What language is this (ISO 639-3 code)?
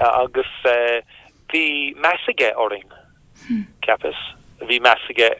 gle